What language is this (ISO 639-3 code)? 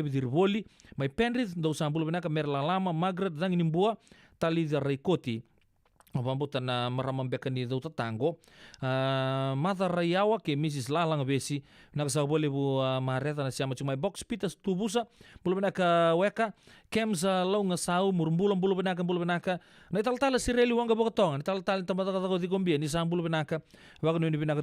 fij